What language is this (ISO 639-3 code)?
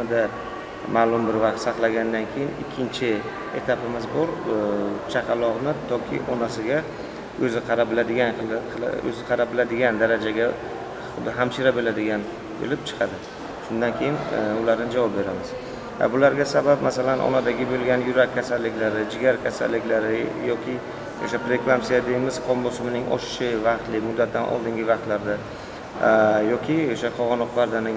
uzb